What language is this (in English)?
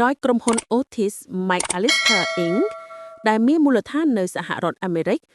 Khmer